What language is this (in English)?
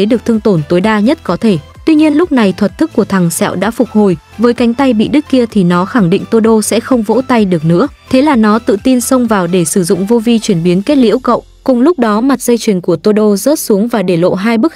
Vietnamese